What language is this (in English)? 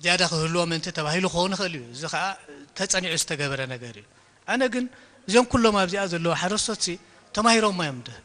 Tigrinya